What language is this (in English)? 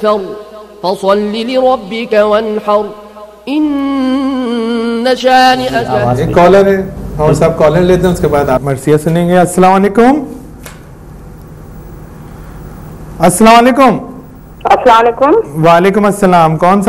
Urdu